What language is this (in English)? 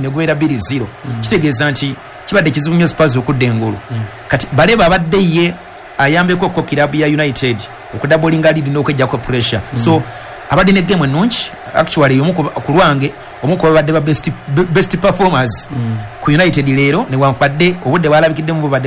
Ganda